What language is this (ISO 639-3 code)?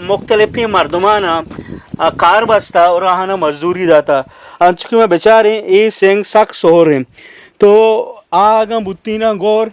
bgp